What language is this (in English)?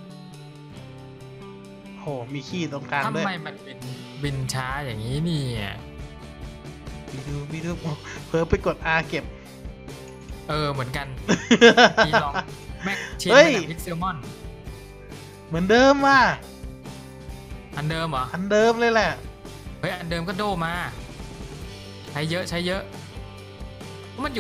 Thai